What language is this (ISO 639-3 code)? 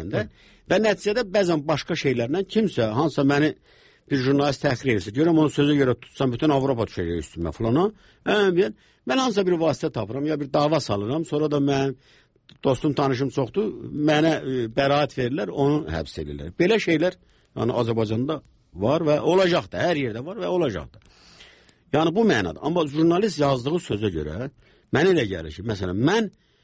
aze